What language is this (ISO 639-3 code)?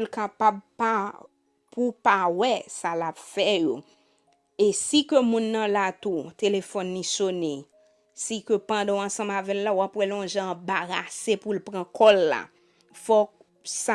hat